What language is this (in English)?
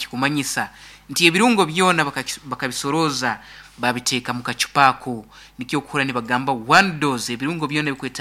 Nyankole